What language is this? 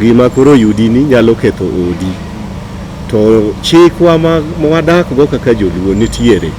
Luo (Kenya and Tanzania)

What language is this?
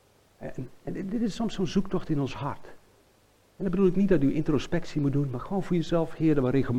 Dutch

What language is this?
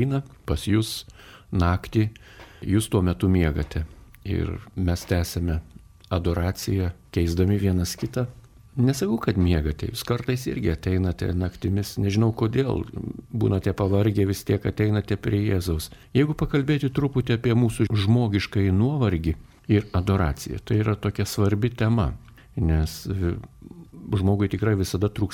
Lithuanian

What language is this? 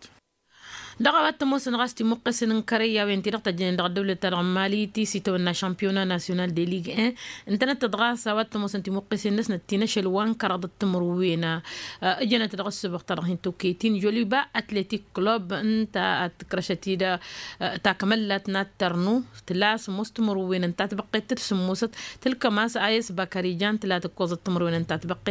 Tamasheq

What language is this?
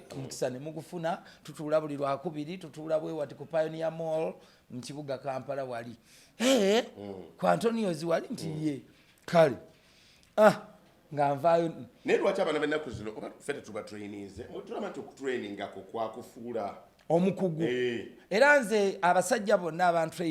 Ganda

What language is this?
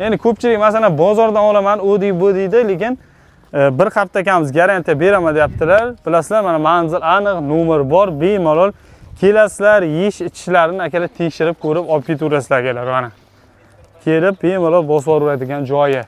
Uzbek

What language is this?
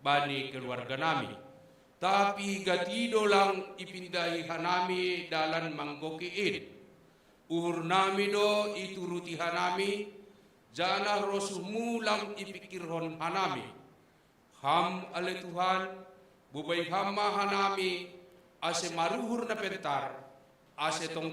Batak Simalungun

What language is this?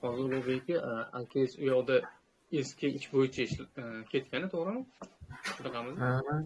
Uzbek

